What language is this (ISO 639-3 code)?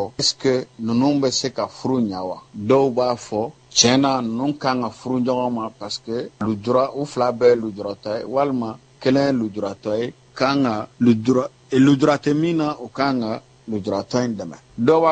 bam